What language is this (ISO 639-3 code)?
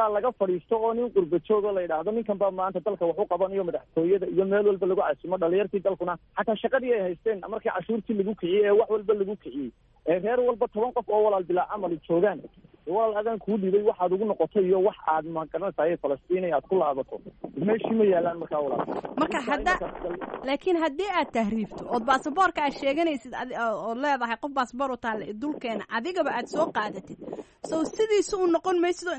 som